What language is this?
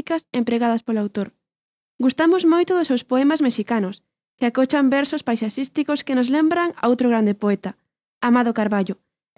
Galician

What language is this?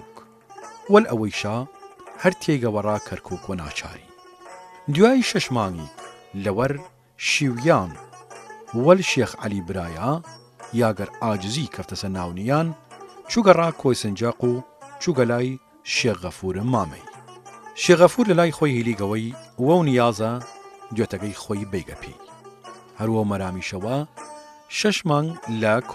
Southern Kurdish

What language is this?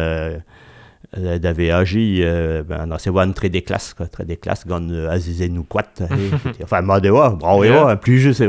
Breton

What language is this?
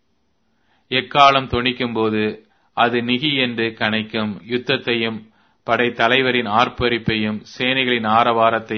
Tamil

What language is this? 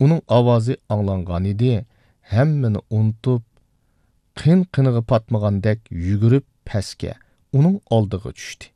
Uyghur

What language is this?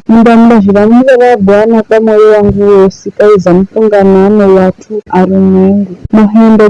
Giryama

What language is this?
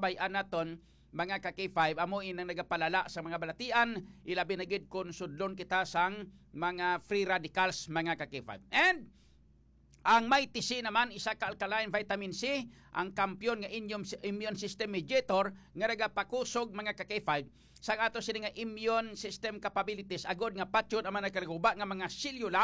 Hiligaynon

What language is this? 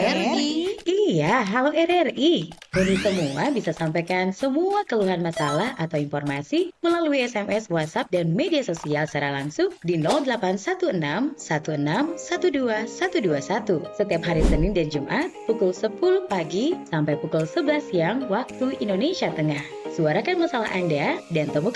Manado Malay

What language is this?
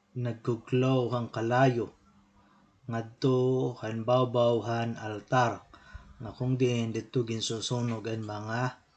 Waray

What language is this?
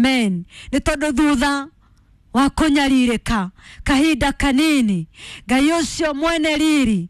Kikuyu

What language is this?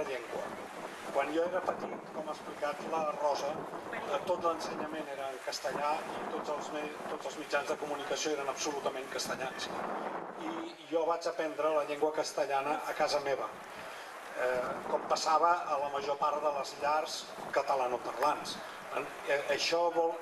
Catalan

